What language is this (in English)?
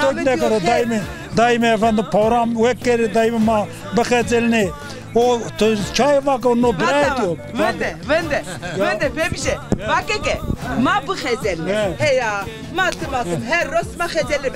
Zaza